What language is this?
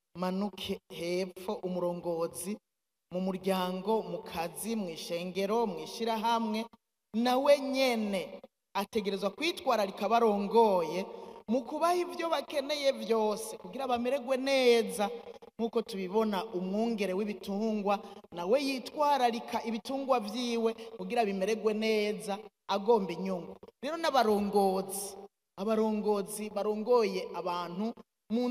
Rundi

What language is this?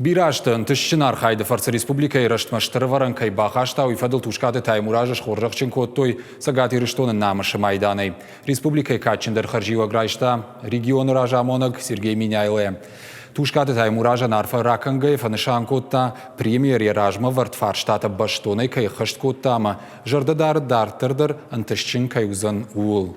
Ossetic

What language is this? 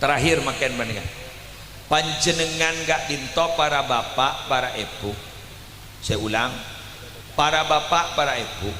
Madurese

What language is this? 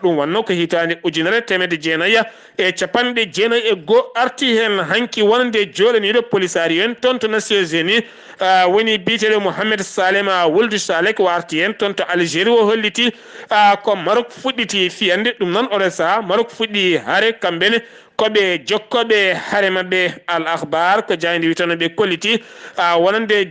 Fula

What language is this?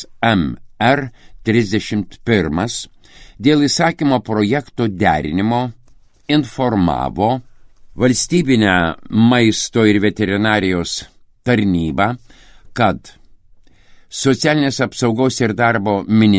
Lithuanian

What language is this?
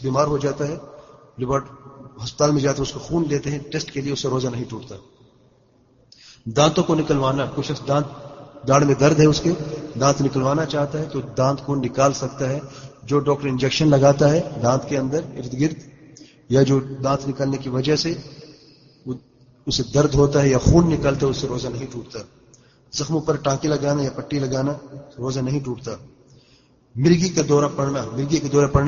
Urdu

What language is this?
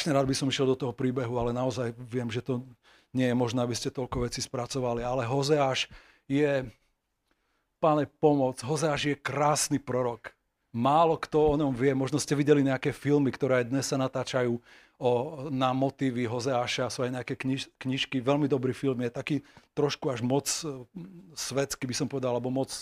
Slovak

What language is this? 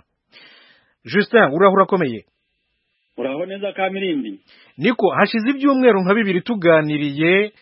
Kinyarwanda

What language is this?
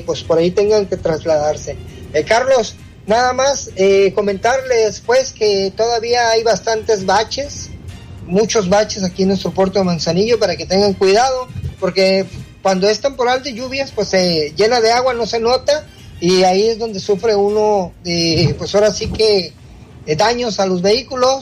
Spanish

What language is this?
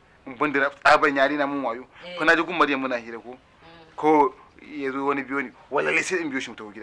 Hausa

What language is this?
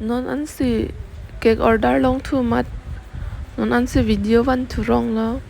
Karbi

